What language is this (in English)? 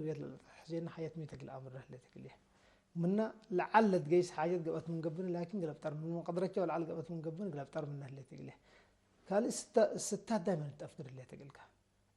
Tigre